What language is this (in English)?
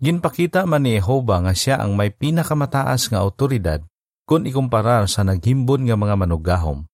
Hiligaynon